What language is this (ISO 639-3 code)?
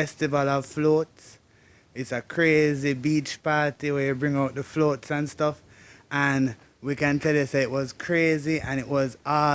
jam